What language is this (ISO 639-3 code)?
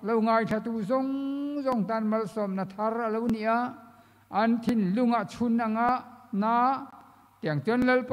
lus